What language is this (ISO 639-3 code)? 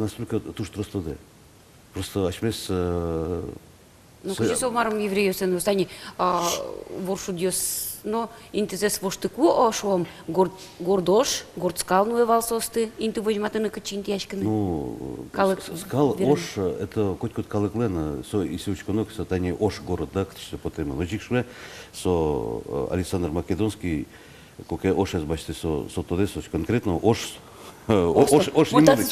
udm